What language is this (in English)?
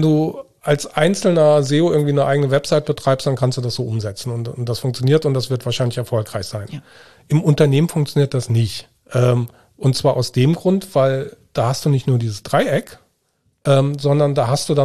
German